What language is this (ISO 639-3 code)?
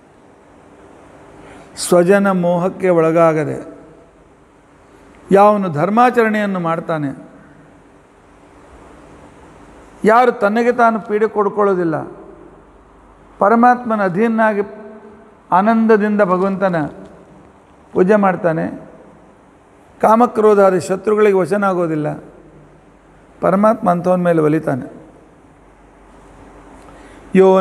kan